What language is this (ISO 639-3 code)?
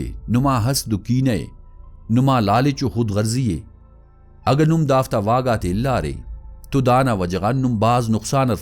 brh